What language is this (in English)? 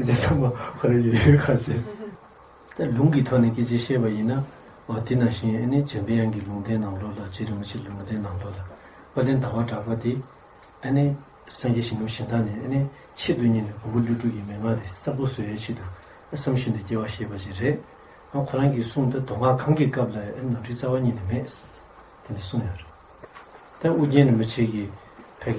Tibetan